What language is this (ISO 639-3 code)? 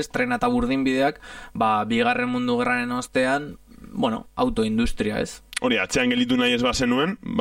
eus